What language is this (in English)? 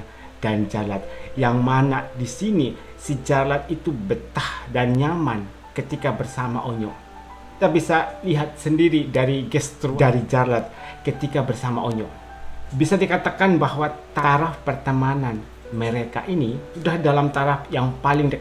Indonesian